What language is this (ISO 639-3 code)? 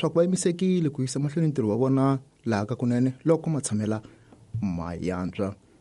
tso